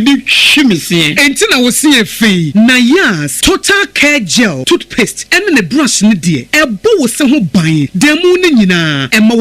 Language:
Akan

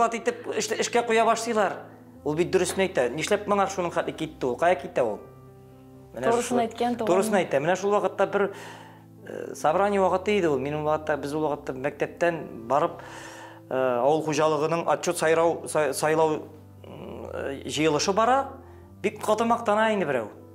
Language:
Tatar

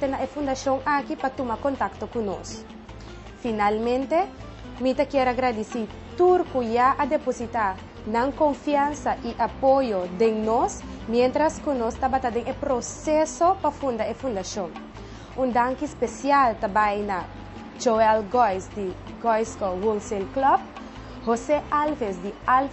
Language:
Papiamento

